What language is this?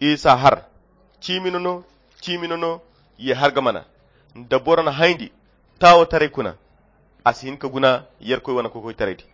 Koyra Chiini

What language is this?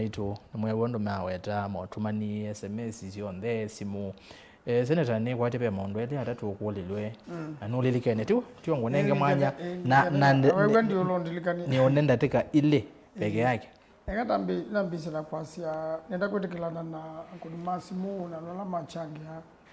Kamba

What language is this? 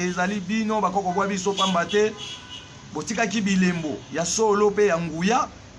Lingala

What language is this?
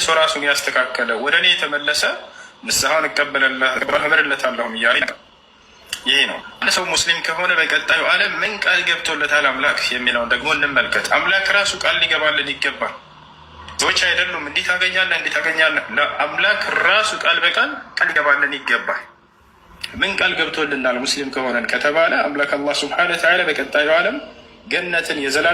Amharic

